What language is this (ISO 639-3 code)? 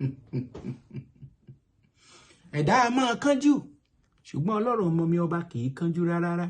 yor